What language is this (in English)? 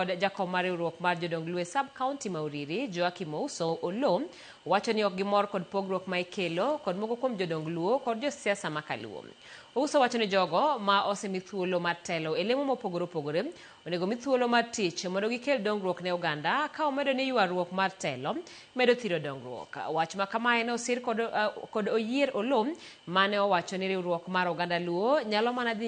Luo (Kenya and Tanzania)